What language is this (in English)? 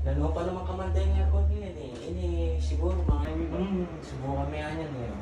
Pampanga